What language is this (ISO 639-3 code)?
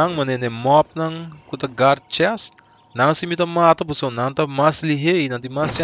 pap